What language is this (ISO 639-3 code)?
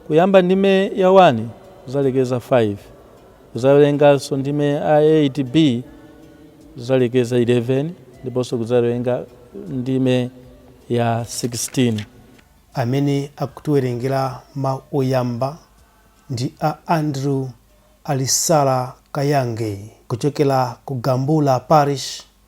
nya